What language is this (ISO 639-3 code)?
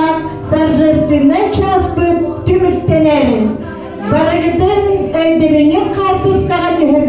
sah